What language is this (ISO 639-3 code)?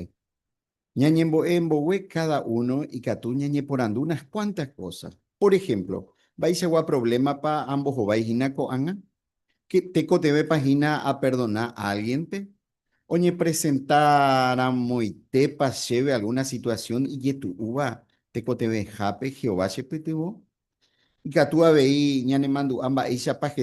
grn